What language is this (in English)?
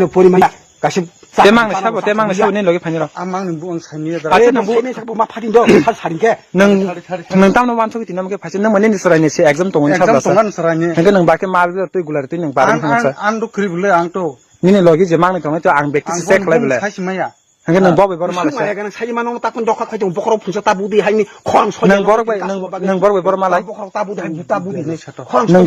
Kok Borok